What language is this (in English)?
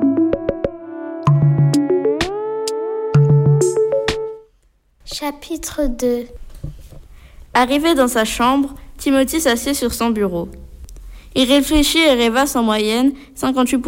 French